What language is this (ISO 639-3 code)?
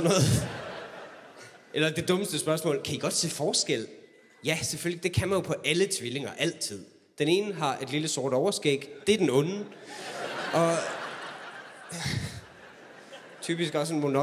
dan